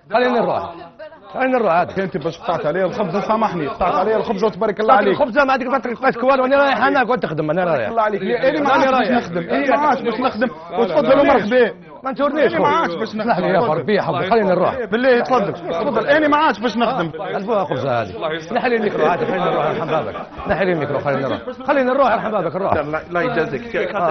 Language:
Algerian Arabic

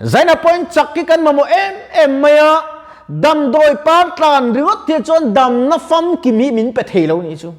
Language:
Mizo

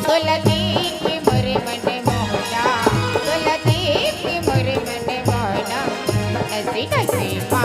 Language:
Chhattisgarhi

